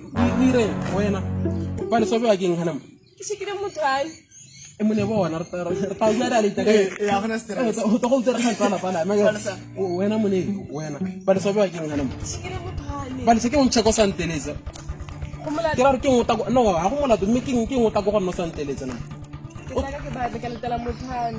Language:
Tswana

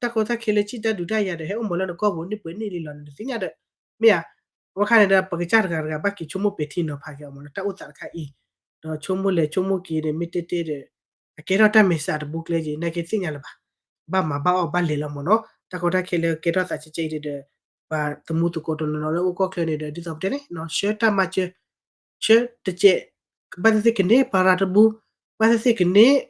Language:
S'gaw Karen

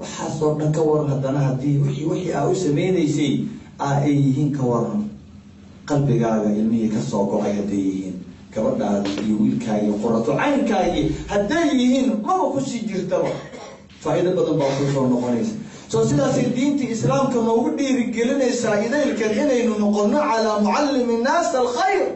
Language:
Somali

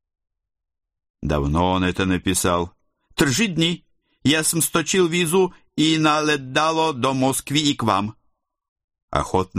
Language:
Russian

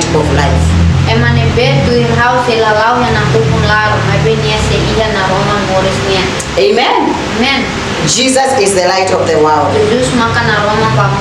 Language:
Tetum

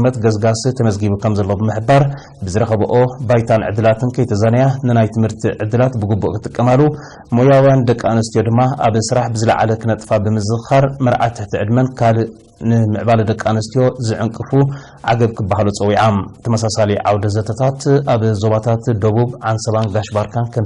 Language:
Tigrinya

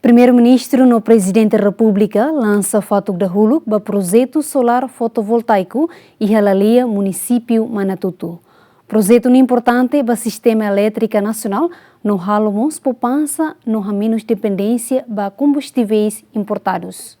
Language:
Tetum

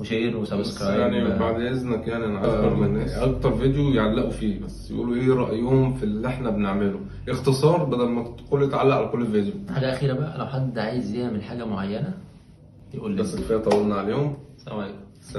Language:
Egyptian Arabic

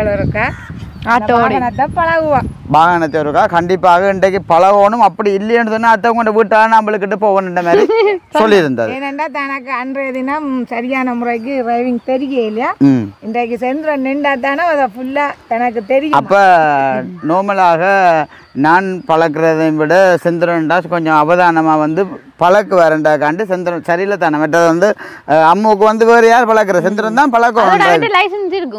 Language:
Tamil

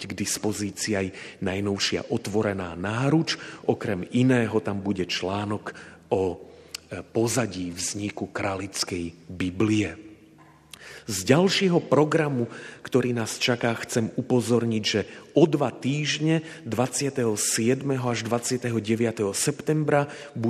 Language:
Slovak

